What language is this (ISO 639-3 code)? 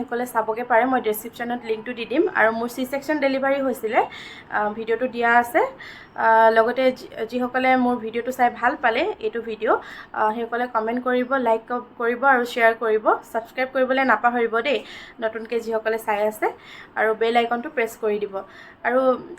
asm